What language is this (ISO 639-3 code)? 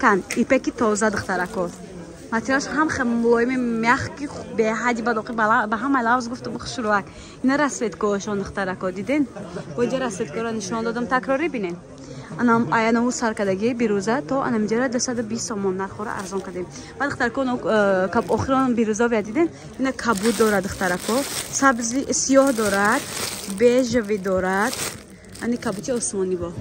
tgk